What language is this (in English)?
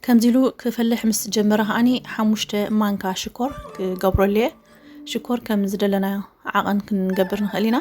Tigrinya